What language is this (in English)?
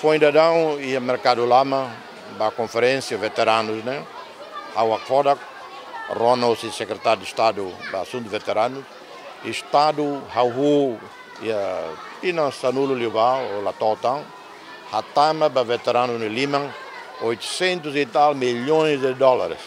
Tetum